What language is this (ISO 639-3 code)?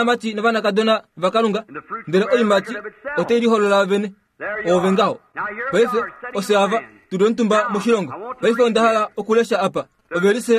kua